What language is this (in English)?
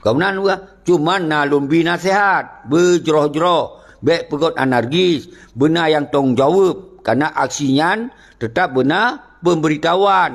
Achinese